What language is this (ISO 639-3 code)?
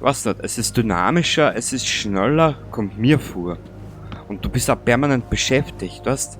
bar